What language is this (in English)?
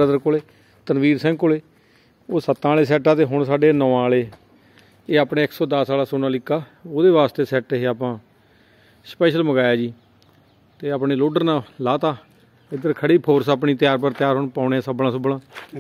Punjabi